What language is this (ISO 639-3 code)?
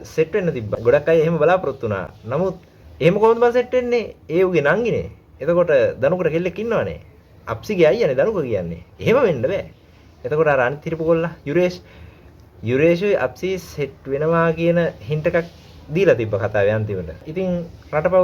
sin